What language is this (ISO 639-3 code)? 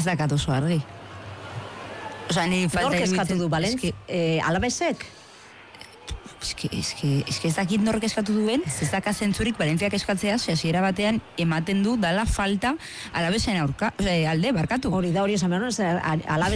eus